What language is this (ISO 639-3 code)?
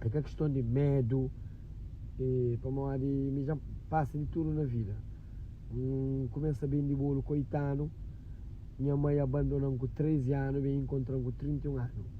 kea